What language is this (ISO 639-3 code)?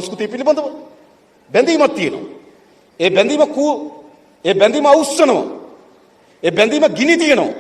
sin